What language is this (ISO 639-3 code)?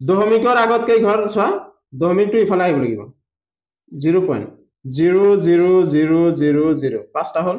asm